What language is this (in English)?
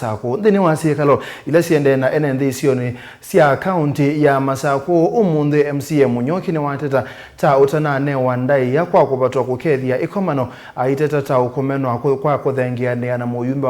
Kamba